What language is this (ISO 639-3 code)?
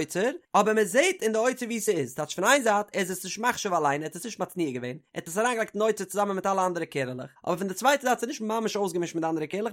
yid